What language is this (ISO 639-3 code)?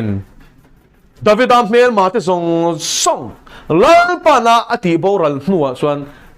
lus